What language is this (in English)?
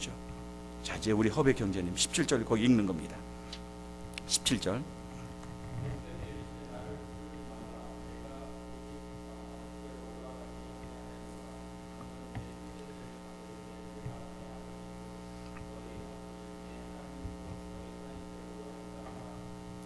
Korean